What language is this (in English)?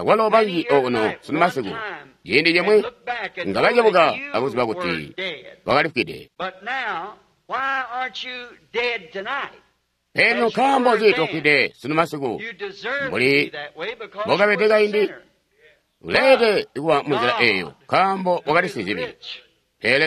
Tonga (Zambia)